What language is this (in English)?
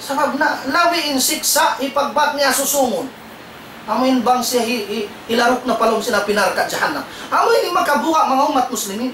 Tausug